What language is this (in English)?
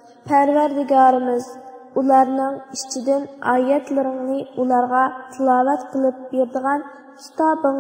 Uyghur